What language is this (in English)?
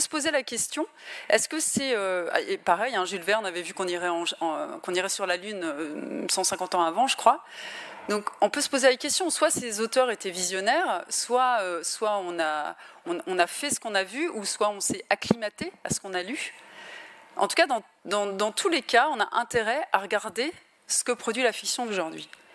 French